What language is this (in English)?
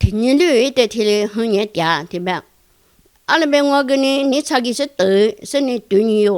Lisu